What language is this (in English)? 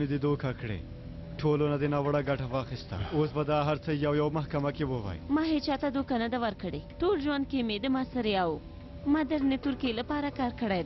Pashto